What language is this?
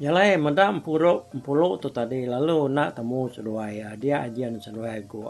Iban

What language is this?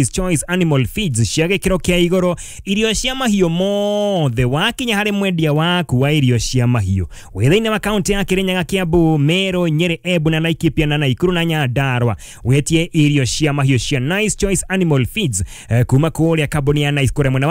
Kikuyu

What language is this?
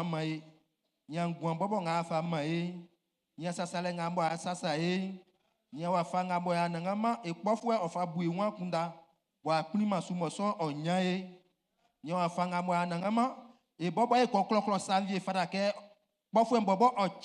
Baoulé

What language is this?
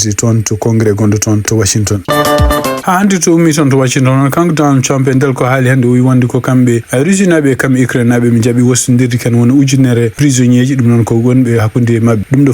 Fula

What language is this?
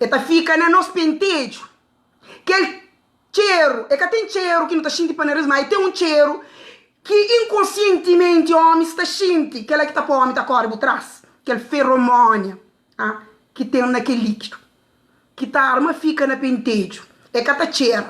Kabuverdianu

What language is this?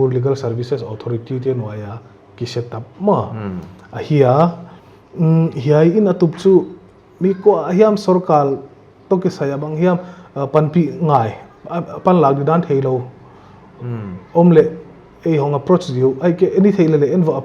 Paite Chin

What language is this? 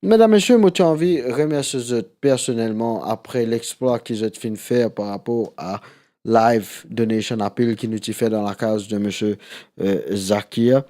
Morisyen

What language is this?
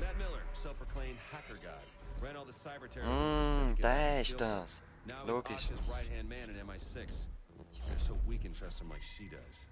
Swiss German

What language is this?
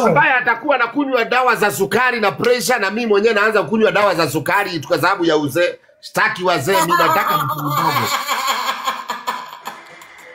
Swahili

